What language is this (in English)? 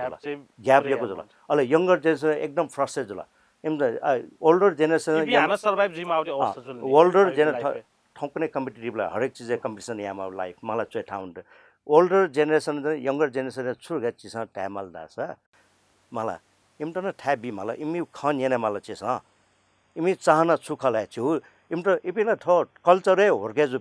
Newari